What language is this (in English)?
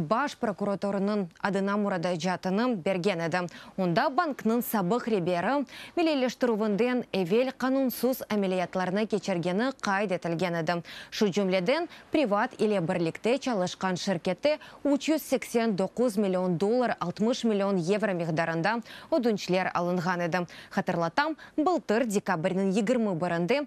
Crimean Tatar